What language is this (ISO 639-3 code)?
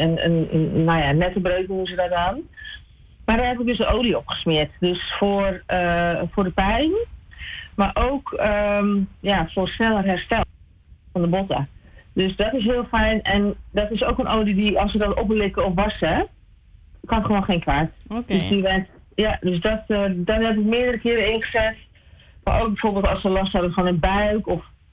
nld